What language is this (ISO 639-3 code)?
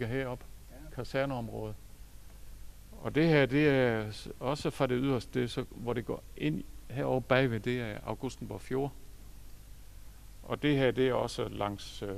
dan